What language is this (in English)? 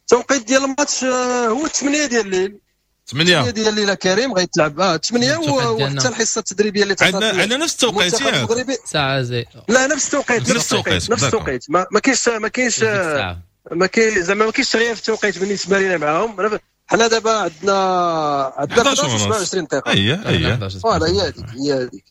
Moroccan Arabic